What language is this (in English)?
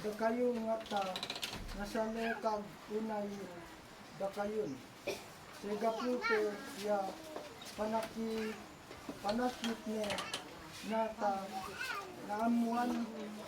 Isnag